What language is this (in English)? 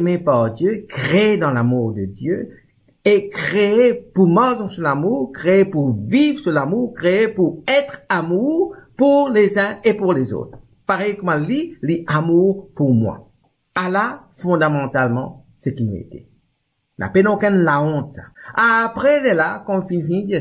Morisyen